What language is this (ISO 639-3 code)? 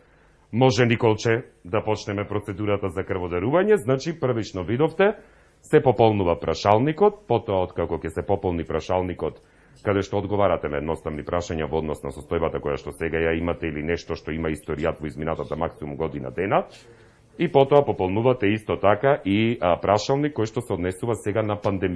mkd